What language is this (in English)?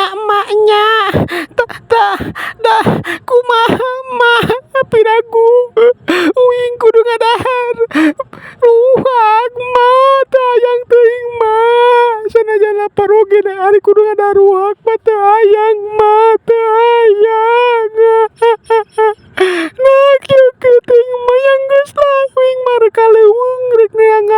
Sundanese